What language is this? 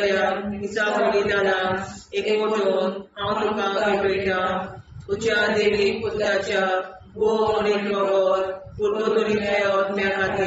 Konkani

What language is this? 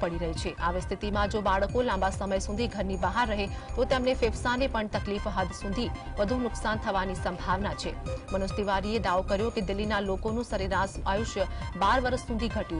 Gujarati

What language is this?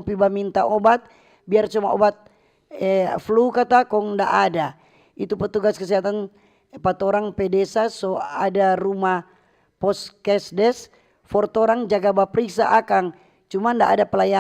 Manado Malay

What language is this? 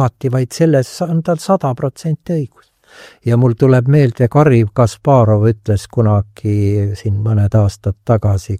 Estonian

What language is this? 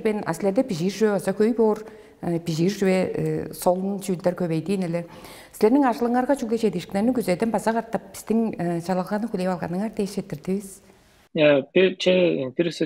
Tuvinian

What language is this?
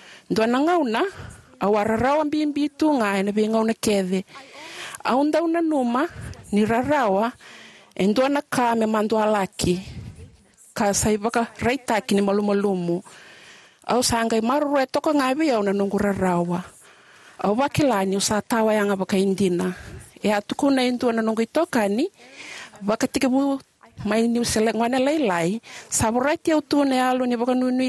Fijian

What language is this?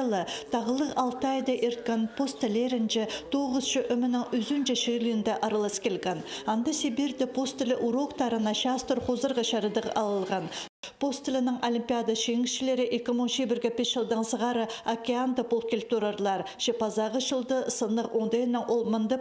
Khakas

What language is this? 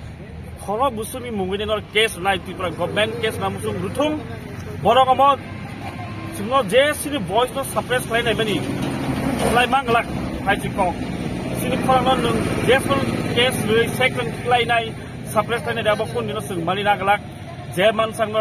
Kok Borok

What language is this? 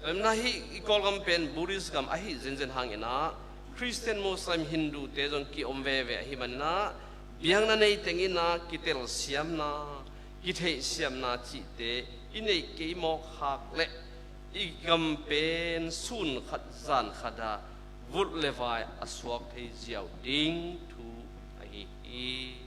Tedim Chin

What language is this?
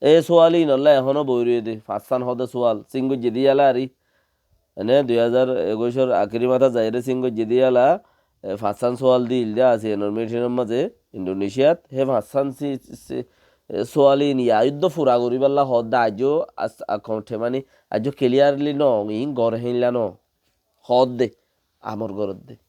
Rohingya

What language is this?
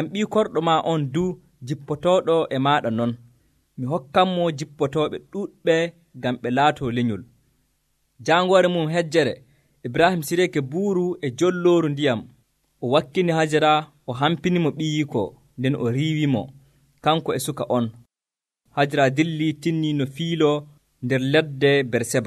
Nigerian Fulfulde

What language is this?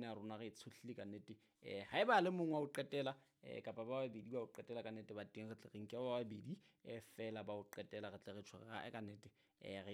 Southern Sotho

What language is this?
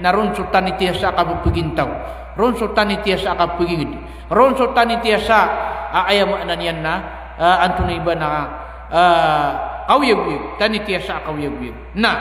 Maranao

